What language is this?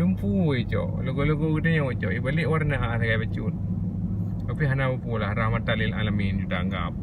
Achinese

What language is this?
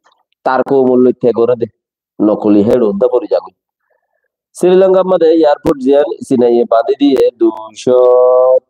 Rohingya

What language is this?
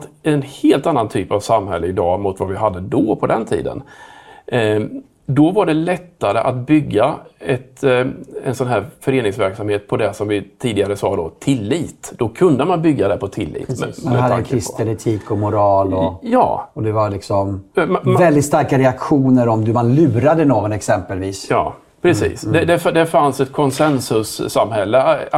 Swedish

